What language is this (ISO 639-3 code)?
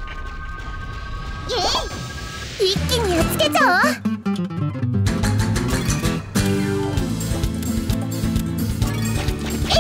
jpn